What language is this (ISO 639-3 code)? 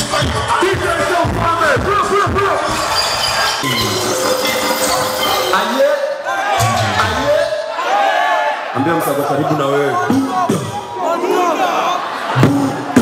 swa